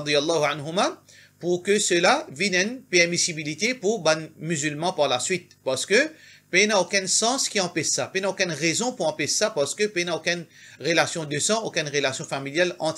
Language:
Morisyen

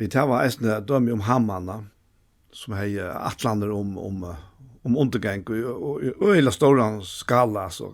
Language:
Faroese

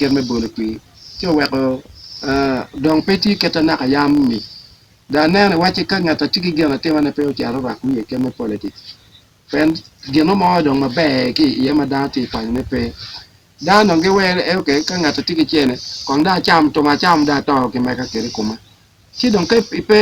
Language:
Acoli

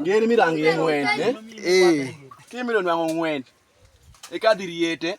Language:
Adhola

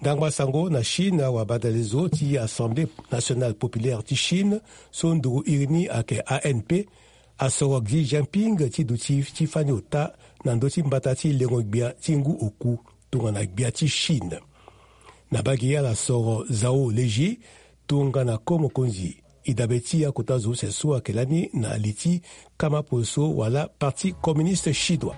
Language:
Sango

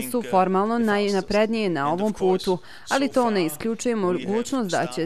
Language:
Bosnian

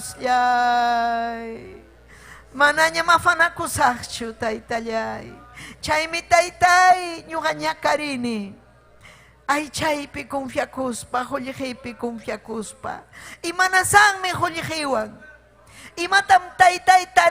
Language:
Ayacucho Quechua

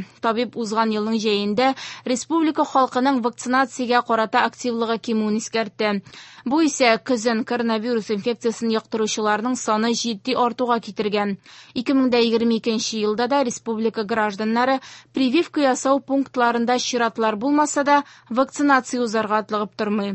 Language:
Tatar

